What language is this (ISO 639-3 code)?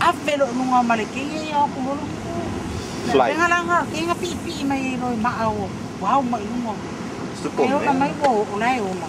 smo